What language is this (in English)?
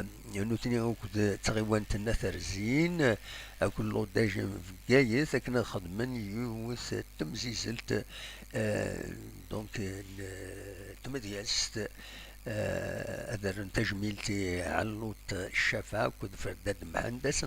Kabyle